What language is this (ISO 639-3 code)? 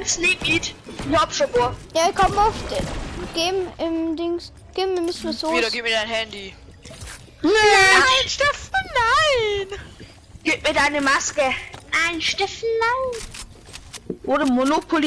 bar